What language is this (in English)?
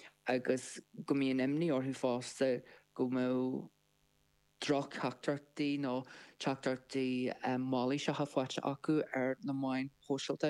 Irish